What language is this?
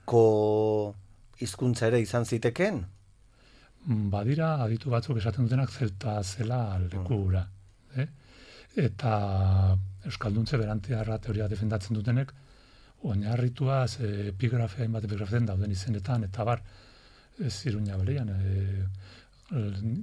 Basque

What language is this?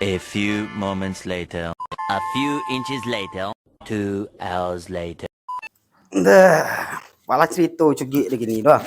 Minangkabau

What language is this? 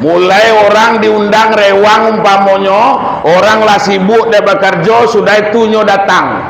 Minangkabau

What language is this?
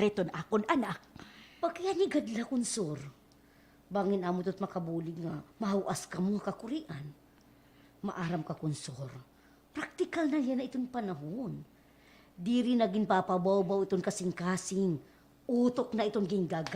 Waray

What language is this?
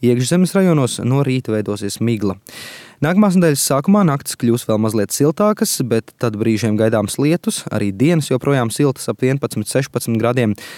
Latvian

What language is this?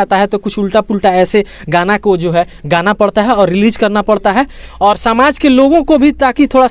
Bhojpuri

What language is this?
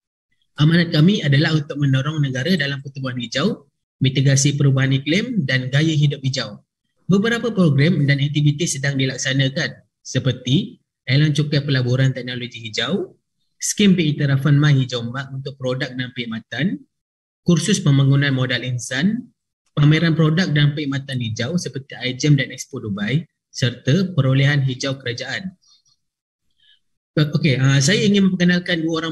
Malay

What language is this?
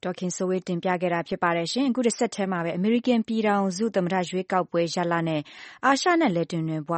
Burmese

